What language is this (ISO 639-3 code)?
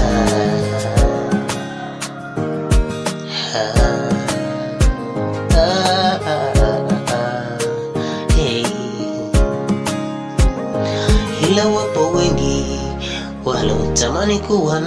swa